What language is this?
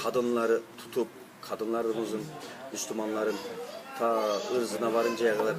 Uyghur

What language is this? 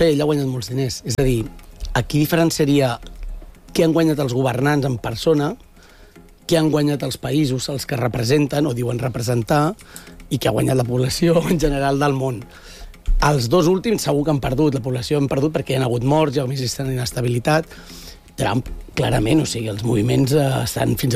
Catalan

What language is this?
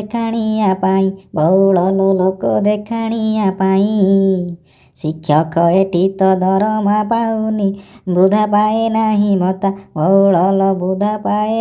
Odia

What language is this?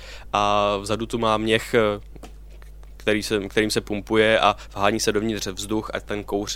Czech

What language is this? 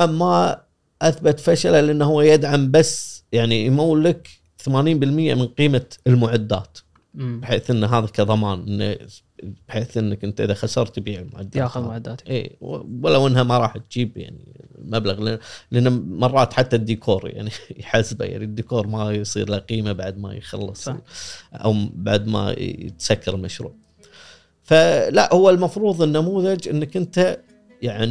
Gulf Arabic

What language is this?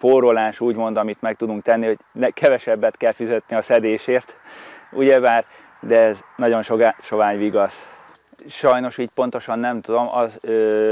Hungarian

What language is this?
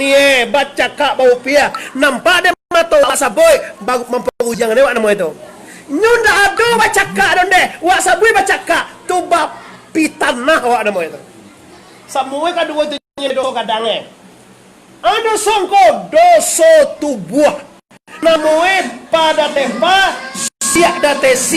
Minangkabau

